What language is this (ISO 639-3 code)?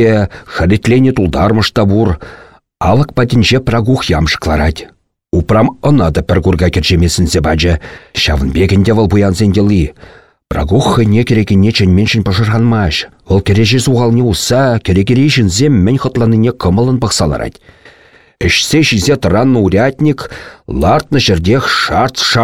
chv